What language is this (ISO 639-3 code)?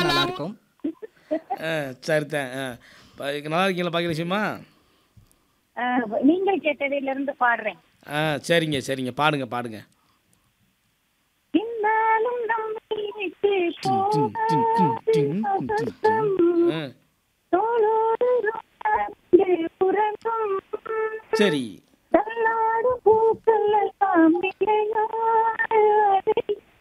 tam